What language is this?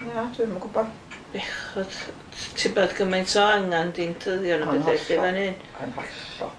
Welsh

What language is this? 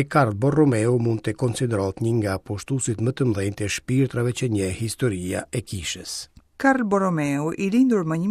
Albanian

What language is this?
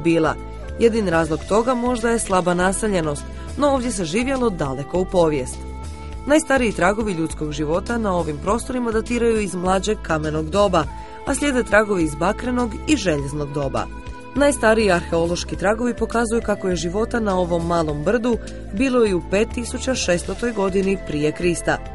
Croatian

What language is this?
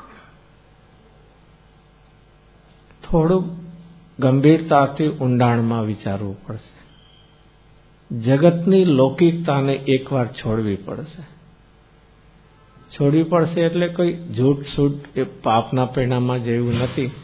Gujarati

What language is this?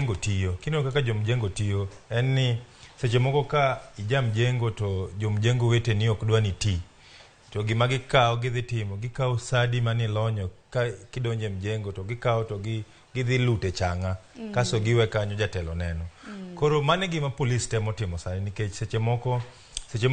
Luo (Kenya and Tanzania)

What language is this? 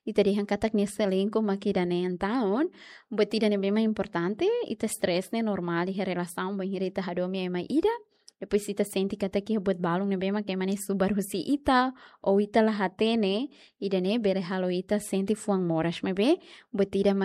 Tetum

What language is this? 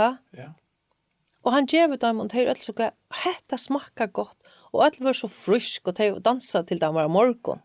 Faroese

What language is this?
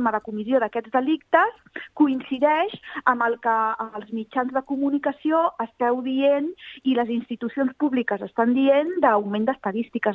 Catalan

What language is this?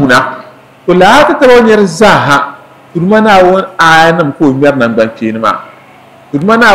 Dagbani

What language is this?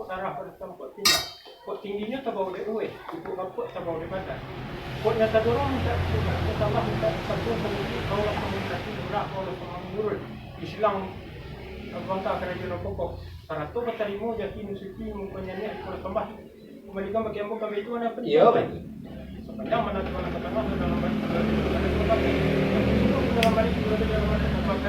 Minangkabau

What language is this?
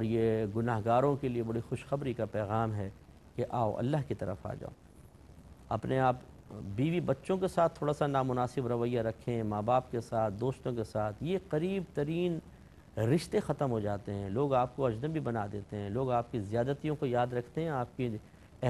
Urdu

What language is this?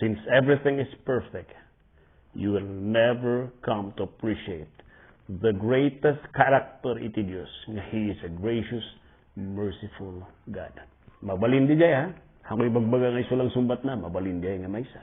Iloko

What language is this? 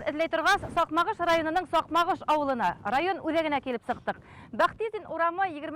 Bashkir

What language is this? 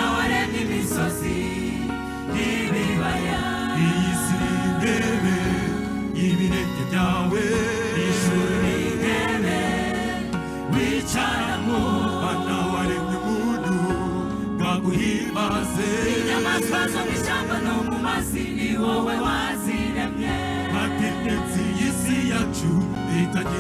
Kinyarwanda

